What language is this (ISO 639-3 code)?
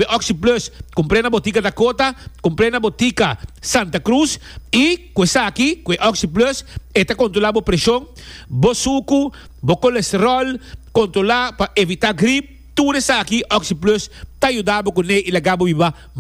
pap